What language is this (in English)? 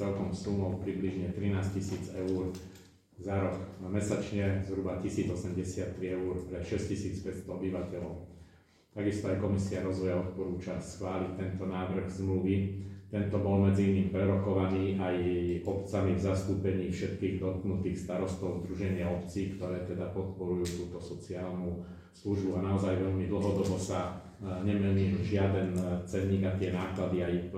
Slovak